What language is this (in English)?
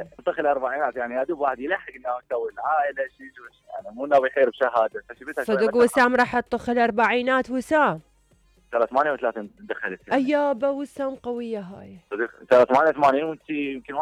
Mesopotamian Arabic